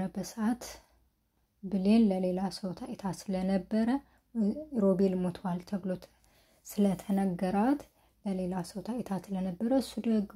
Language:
Amharic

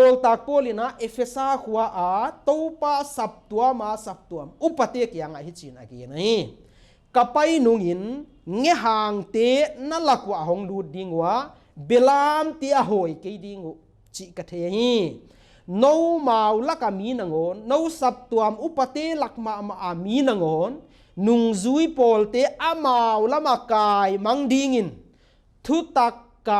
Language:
Paite Chin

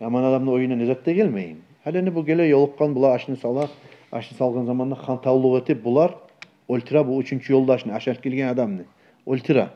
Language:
Kumyk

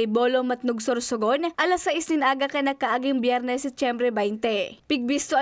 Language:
Bikol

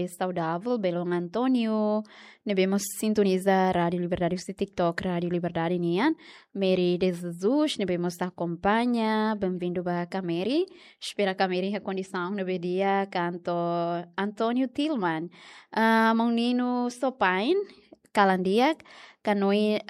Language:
Tetum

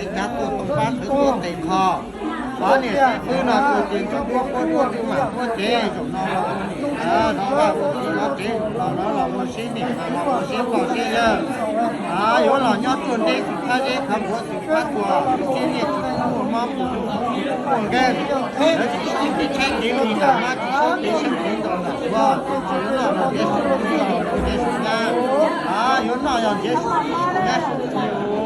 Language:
Hmong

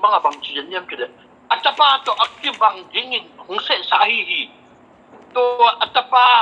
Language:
Tedim Chin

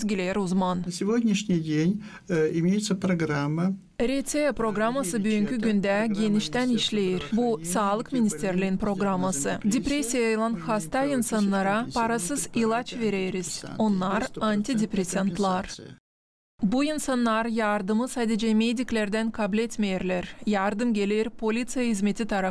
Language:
Gagauz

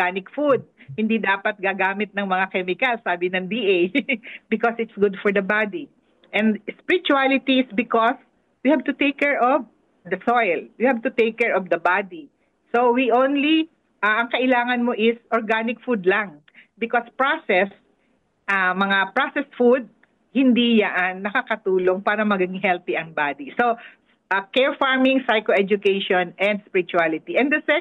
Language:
Filipino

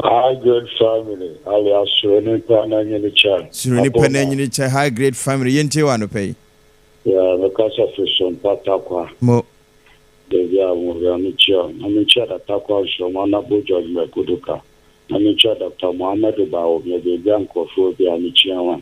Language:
Akan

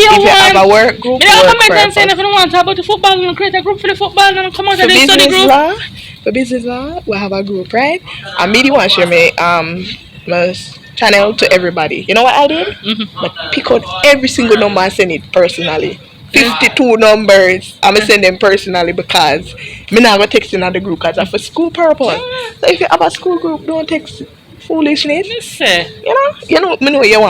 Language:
Jamaican Creole English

